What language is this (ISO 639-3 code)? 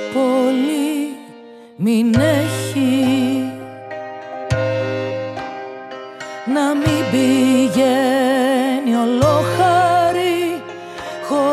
ell